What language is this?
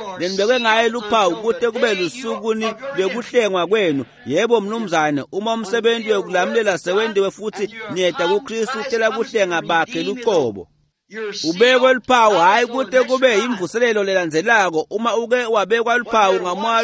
Swati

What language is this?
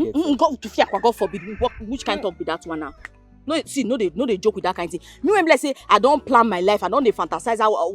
Nigerian Pidgin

